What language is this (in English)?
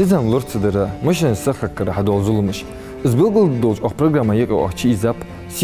Ingush